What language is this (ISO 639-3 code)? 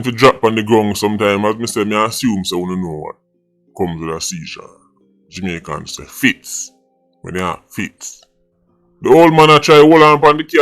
jam